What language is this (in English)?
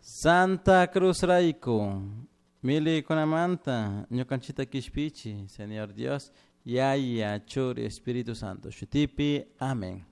Chimborazo Highland Quichua